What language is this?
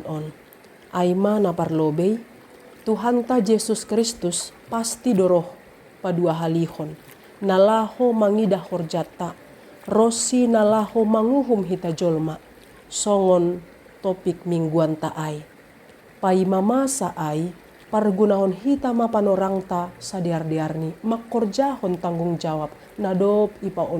Batak Simalungun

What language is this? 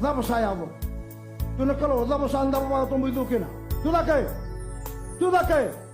Fijian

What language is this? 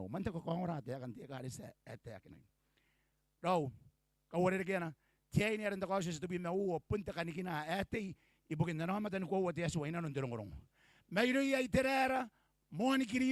Gilbertese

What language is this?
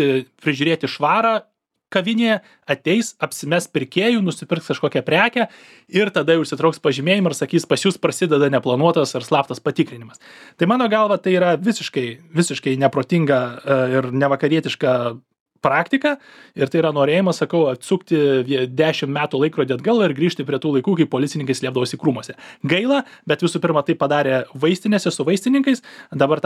Lithuanian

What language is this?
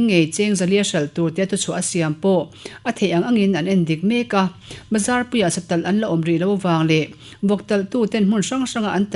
Mizo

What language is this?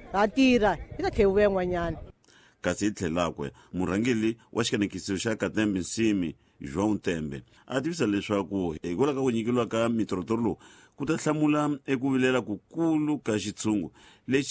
Tsonga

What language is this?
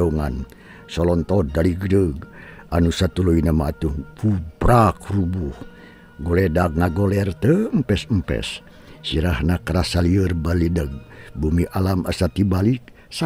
Sundanese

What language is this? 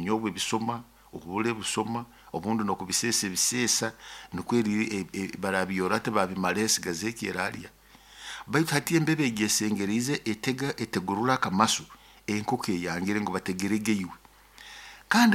Nyoro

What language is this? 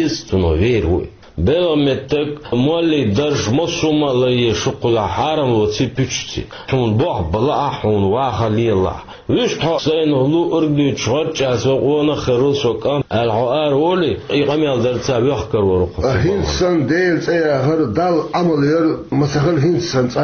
Chechen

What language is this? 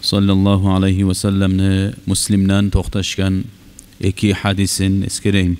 Kumyk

